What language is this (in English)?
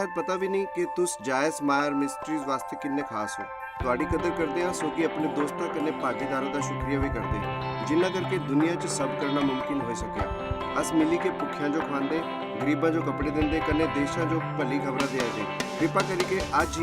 Dogri